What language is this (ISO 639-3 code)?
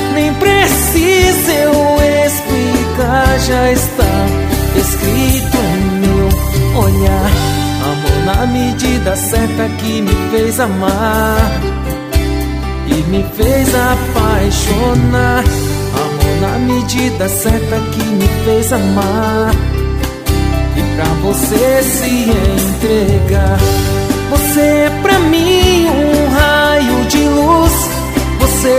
por